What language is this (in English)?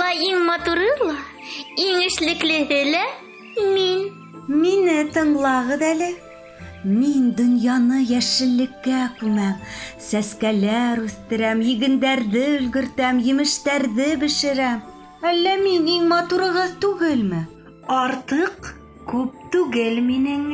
Bashkir